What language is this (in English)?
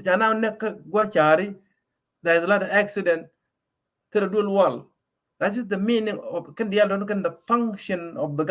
Nuer